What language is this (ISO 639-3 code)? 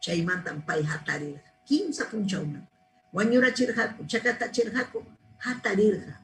quy